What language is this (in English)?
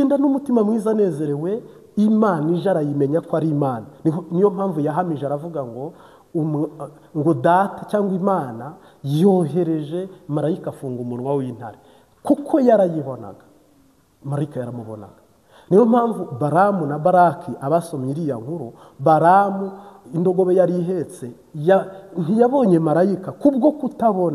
Kinyarwanda